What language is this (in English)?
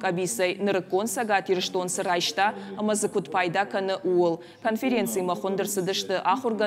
Ossetic